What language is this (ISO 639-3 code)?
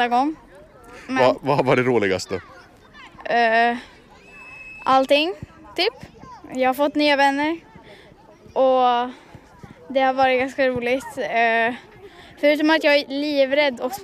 swe